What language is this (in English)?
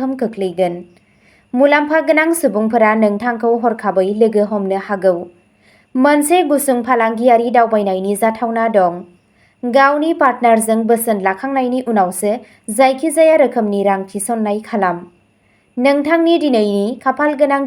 Bodo